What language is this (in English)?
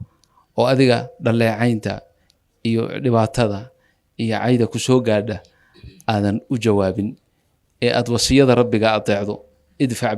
Somali